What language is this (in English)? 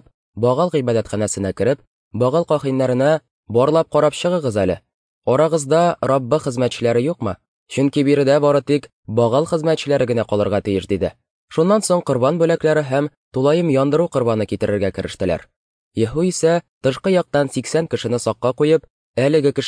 Tatar